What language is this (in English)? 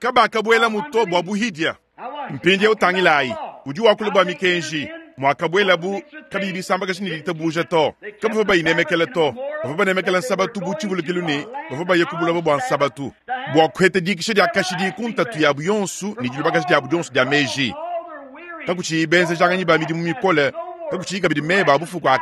Luba-Lulua